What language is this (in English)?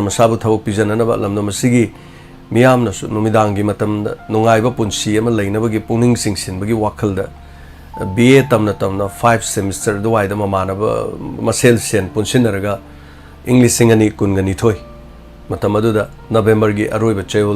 Manipuri